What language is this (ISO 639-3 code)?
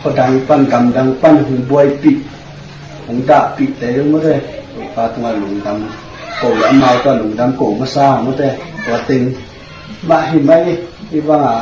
ctd